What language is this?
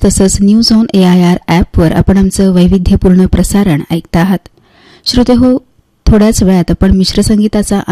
Marathi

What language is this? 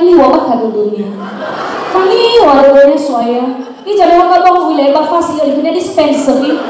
Nias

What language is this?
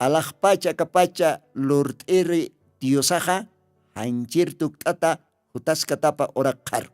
Aymara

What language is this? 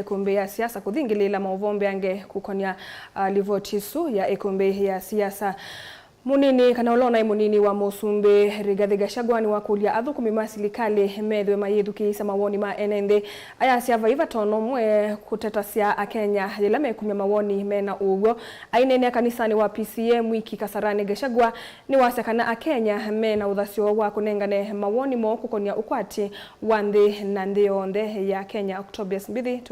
Kamba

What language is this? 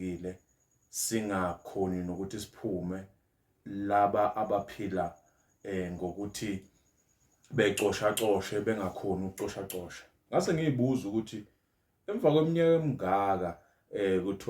Zulu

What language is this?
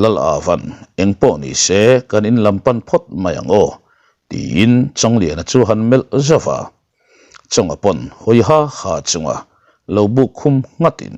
Mizo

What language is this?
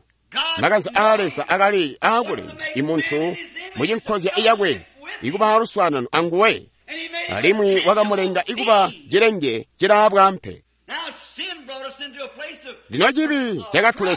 Tonga (Zambia)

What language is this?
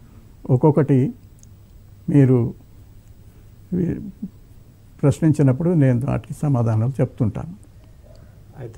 Telugu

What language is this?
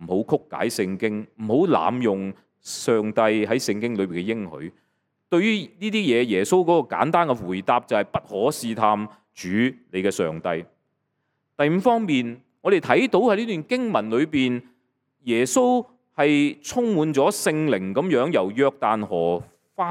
Cantonese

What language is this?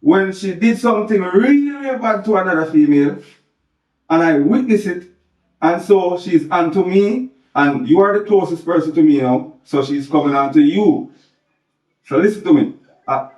Jamaican Creole English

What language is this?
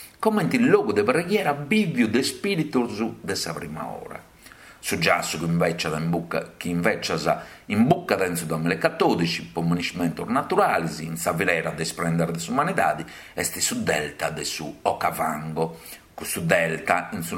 Sardinian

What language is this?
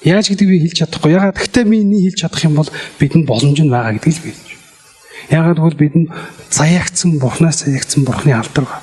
Mongolian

